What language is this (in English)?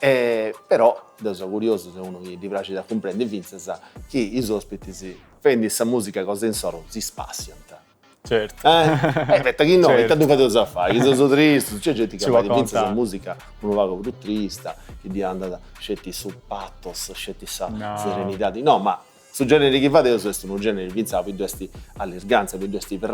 Sardinian